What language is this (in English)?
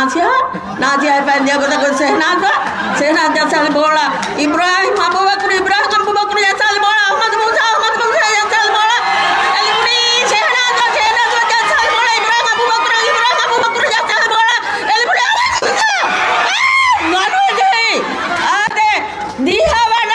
Divehi